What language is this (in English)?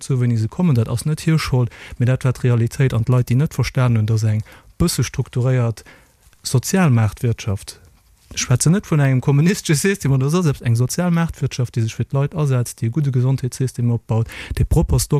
Luxembourgish